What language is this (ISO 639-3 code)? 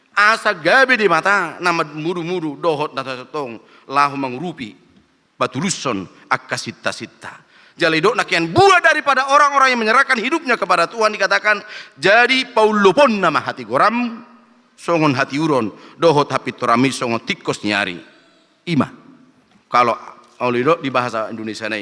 bbc